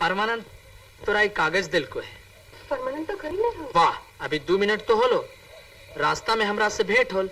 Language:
Magahi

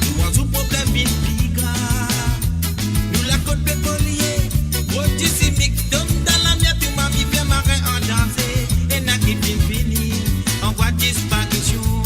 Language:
Morisyen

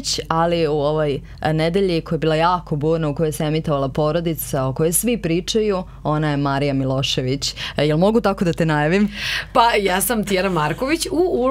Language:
Serbian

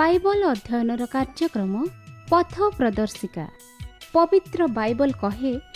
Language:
Odia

